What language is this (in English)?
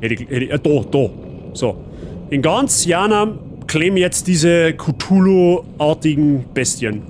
Bavarian